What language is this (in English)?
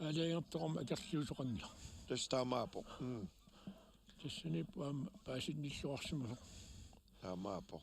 Kalaallisut